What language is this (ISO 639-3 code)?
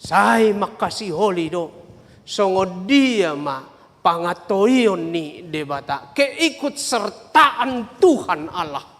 bbc